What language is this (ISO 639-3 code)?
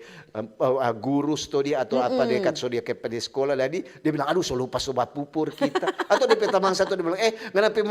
xmm